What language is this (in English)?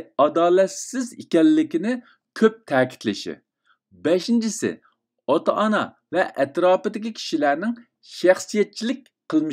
Uyghur